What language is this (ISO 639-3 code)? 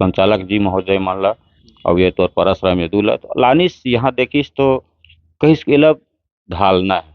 hne